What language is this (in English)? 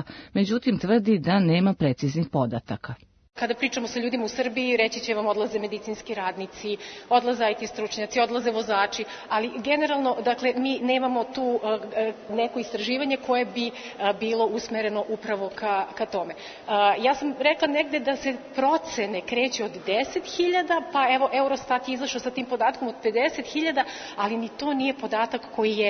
Serbian